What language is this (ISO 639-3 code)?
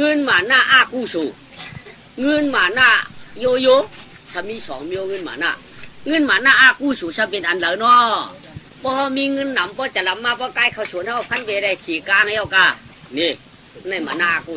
shn